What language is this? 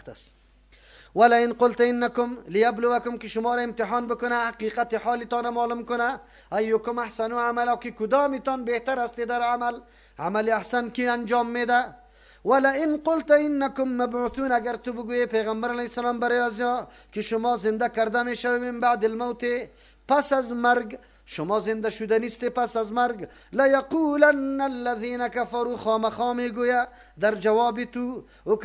Persian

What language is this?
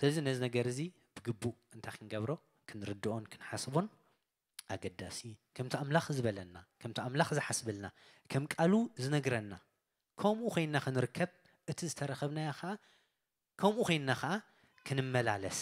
Tigrinya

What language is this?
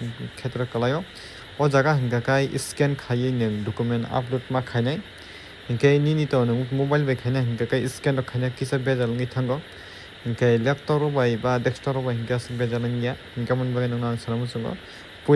Kok Borok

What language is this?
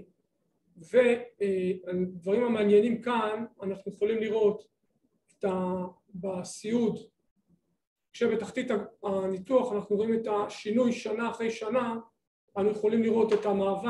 Hebrew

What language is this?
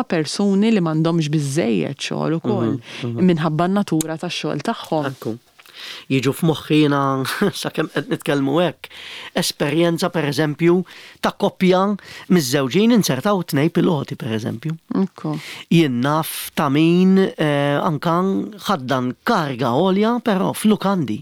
Maltese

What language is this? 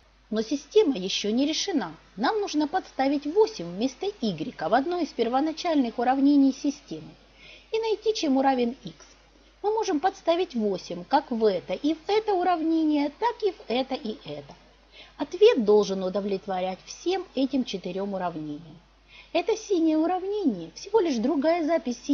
Russian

